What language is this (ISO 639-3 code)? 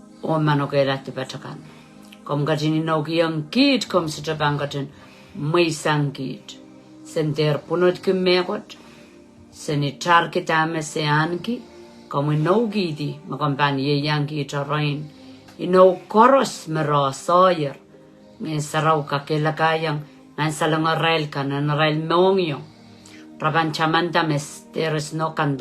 pon